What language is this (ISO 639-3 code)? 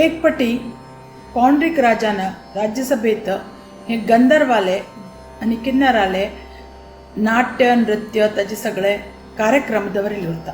kok